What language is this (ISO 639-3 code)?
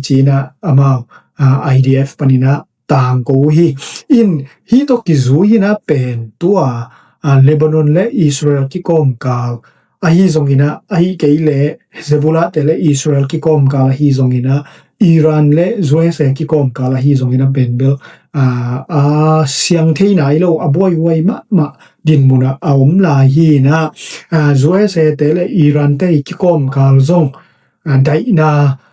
ctd